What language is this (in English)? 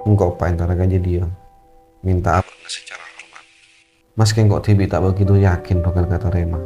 Madurese